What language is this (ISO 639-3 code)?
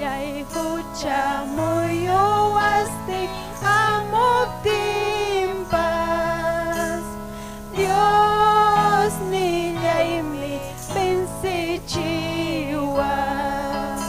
quy